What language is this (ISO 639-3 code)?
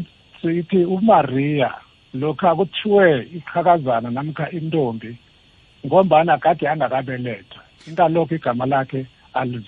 nbl